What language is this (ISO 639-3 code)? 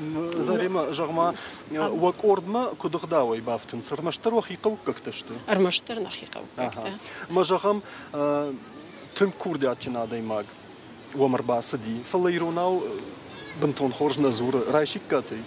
oss